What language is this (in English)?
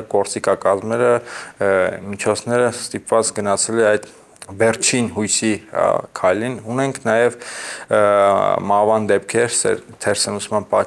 Armenian